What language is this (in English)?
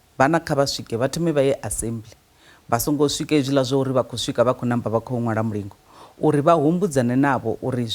Venda